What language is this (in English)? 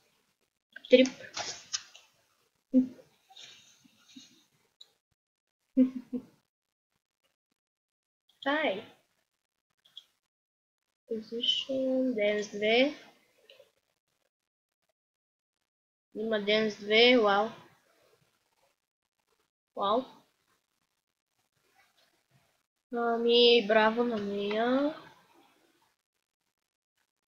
Bulgarian